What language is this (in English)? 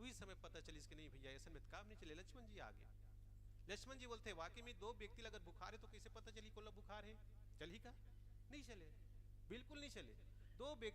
Chhattisgarhi